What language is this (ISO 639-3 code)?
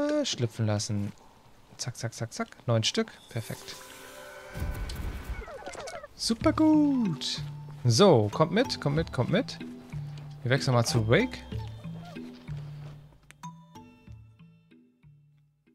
deu